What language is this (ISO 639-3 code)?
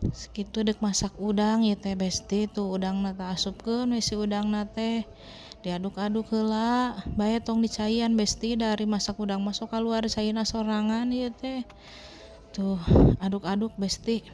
sun